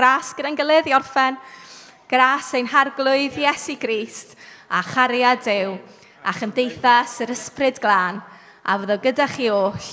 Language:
Welsh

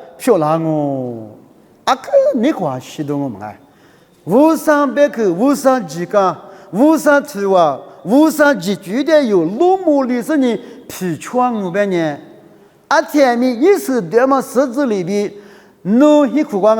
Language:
Lisu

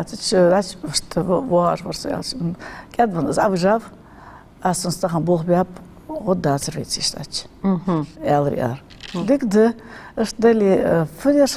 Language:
Ingush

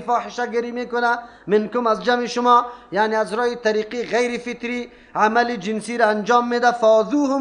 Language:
Persian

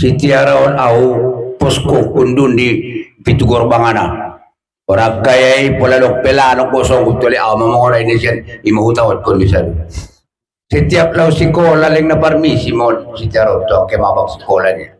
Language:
Batak Toba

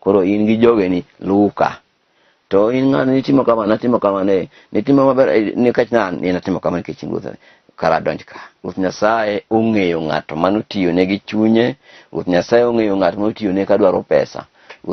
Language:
Luo (Kenya and Tanzania)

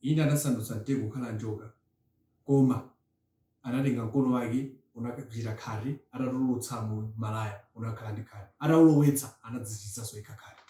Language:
Nyanja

